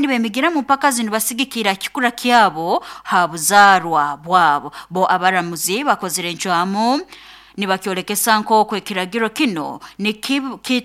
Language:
Nyoro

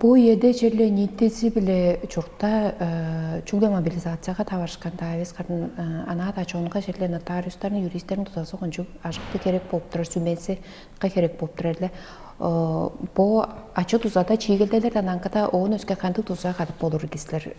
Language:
Tuvinian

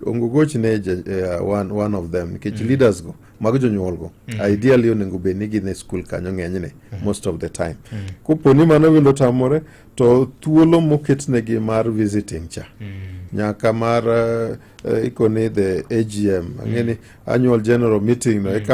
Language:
Luo (Kenya and Tanzania)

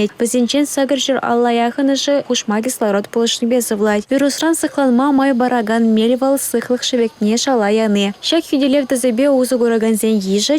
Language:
Chuvash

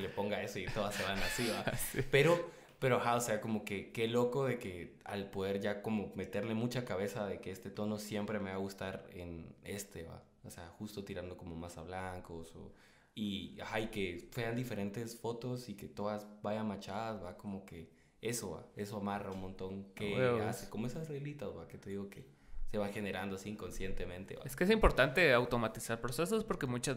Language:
Spanish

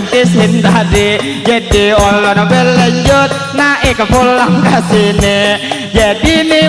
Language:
Banjar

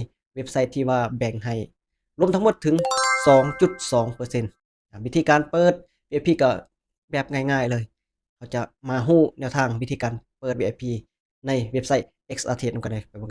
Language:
Lao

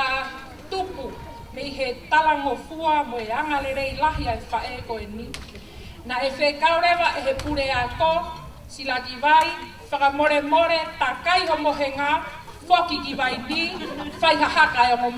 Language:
Tongan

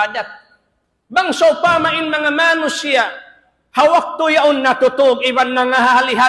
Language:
Tausug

